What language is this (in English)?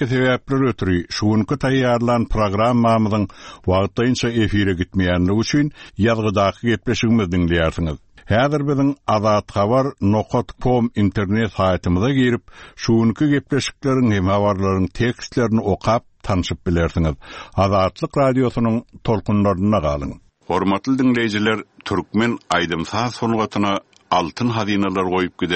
Turkmen